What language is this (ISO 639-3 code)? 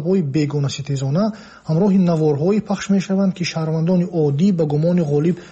tgk